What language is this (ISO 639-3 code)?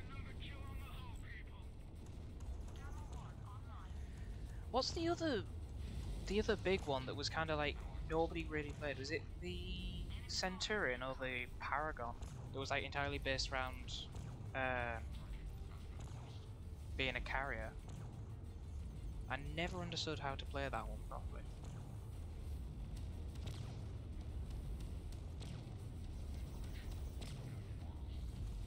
eng